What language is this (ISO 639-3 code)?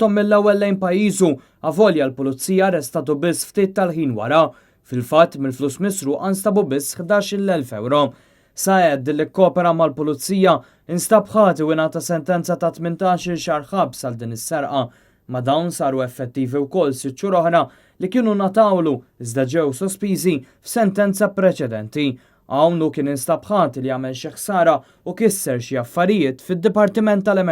mlt